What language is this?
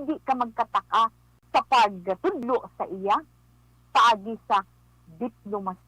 Hiligaynon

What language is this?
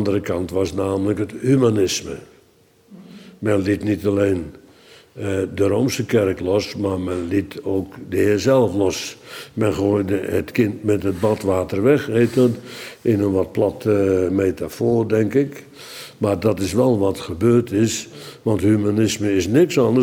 Dutch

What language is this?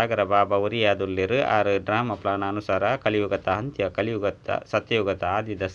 Tulu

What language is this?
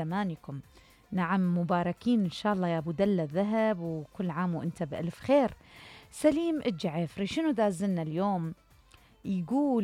Mesopotamian Arabic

